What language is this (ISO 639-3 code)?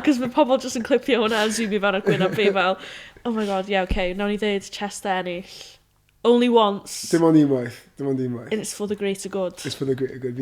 cym